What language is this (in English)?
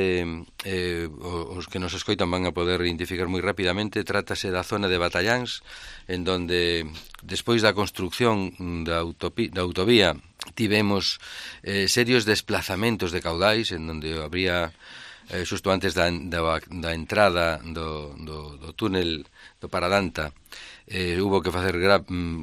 Galician